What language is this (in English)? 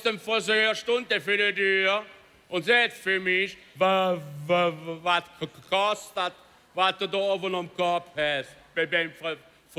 Colognian